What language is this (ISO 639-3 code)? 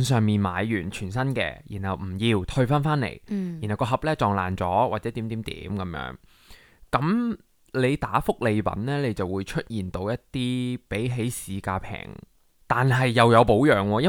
yue